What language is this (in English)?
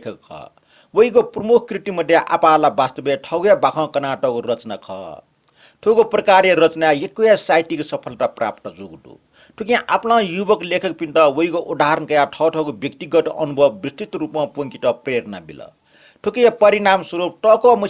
Newari